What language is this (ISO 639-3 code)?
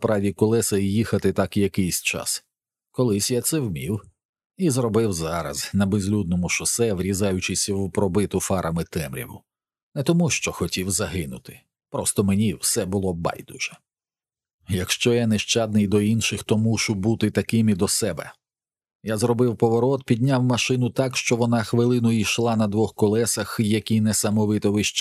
ukr